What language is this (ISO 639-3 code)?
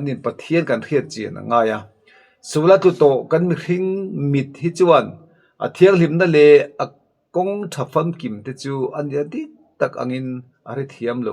lus